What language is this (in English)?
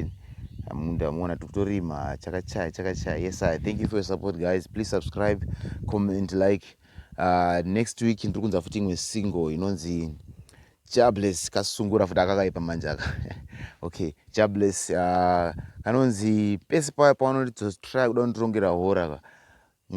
Shona